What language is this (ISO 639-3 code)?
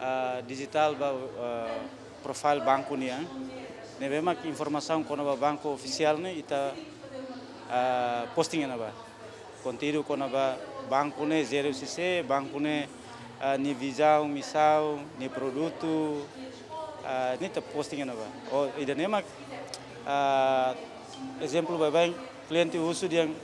tet